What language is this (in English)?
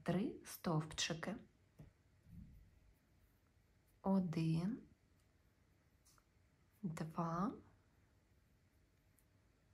Ukrainian